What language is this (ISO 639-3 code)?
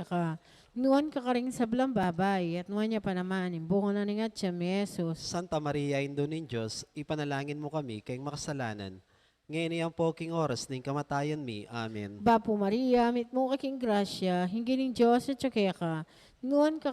pam